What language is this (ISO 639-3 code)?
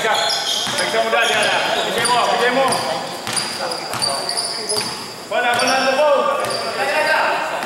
msa